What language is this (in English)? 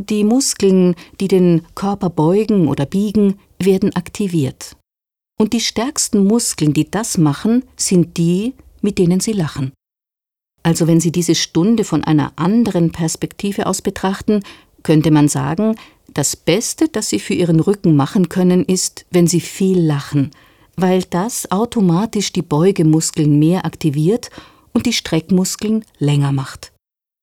German